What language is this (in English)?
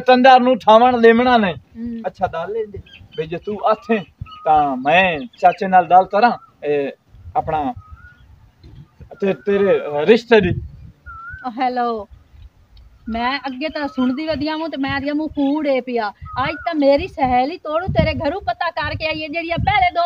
Punjabi